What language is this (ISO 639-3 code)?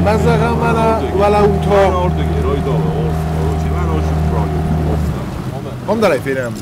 oss